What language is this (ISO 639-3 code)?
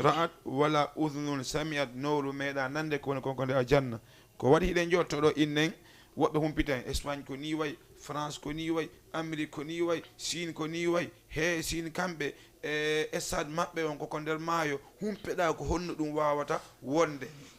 ful